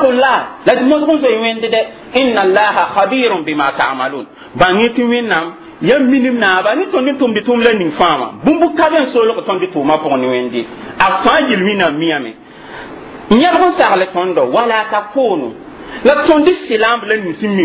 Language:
Mossi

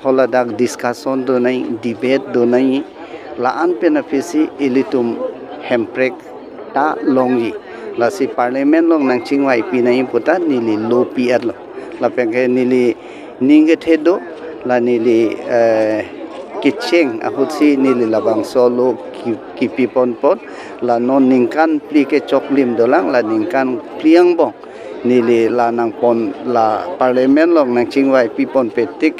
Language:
Karbi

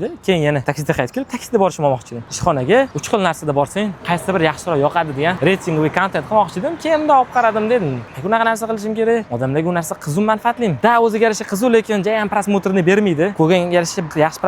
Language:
Uzbek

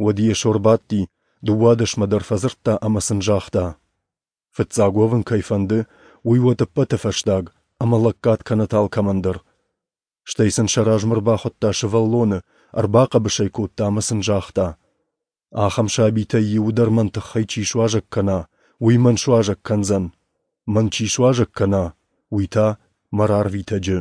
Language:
Ossetic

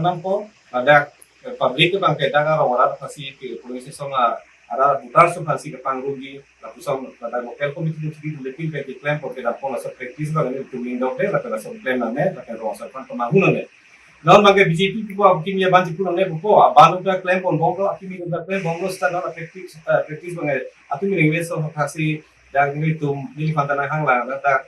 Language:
Karbi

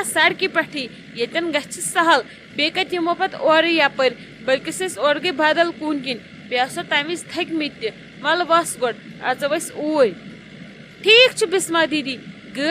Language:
Kashmiri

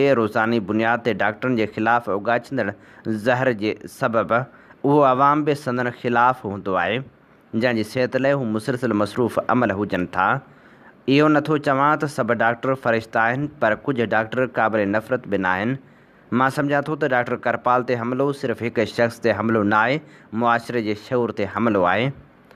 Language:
Sindhi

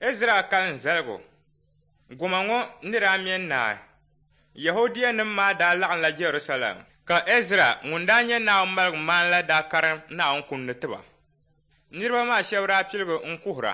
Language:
Dagbani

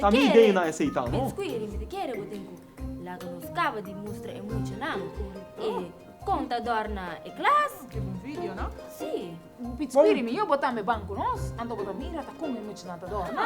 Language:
Papiamento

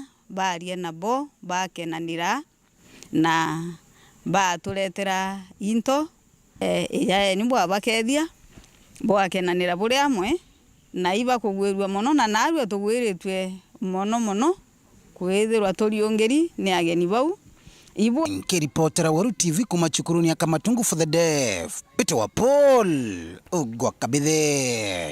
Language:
Meru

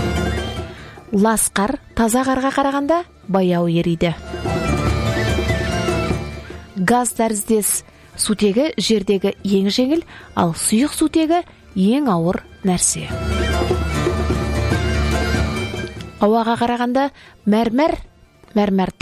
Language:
Kazakh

